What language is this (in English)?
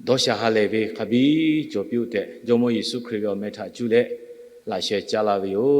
Lahu